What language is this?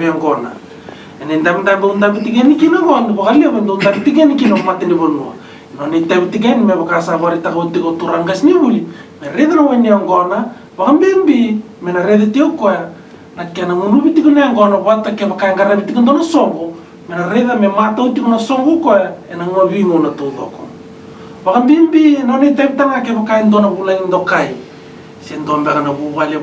Fijian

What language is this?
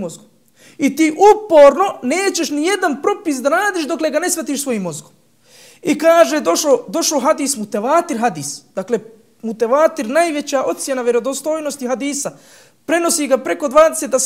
Bosnian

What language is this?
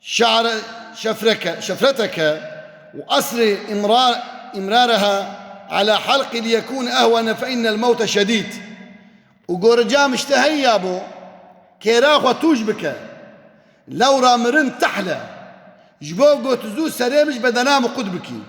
Kurdish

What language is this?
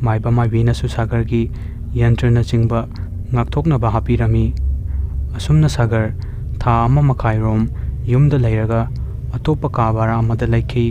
Manipuri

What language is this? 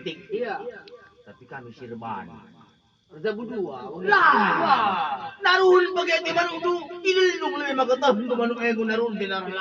Batak Karo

